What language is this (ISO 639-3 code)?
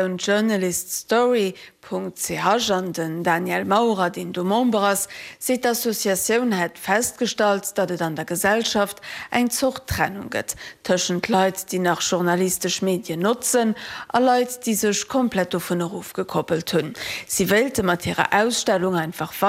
ltz